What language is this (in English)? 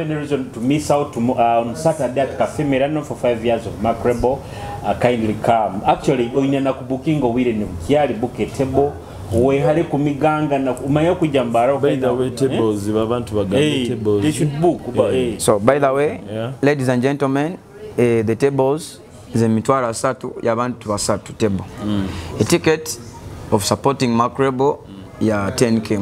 Nyoro